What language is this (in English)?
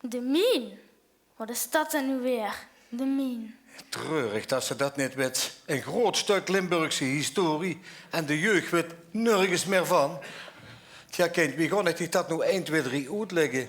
Limburgish